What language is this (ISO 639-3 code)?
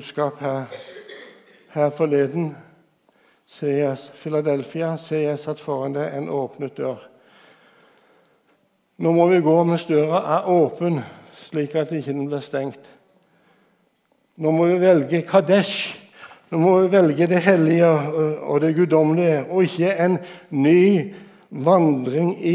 nor